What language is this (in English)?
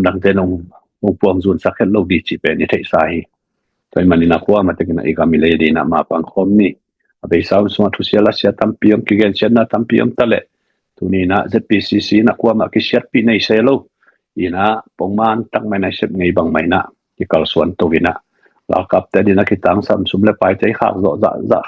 Tedim Chin